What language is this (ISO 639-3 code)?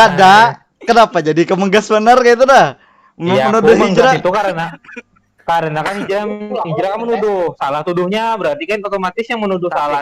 bjn